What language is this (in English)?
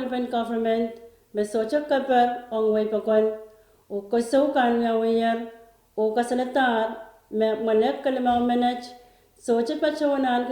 Pohnpeian